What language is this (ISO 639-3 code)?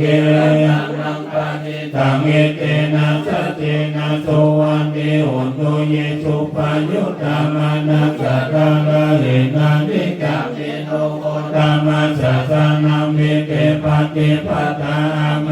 pli